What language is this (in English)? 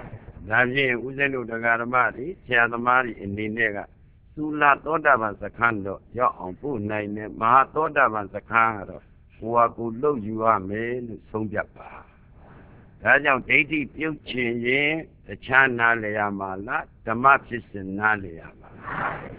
Burmese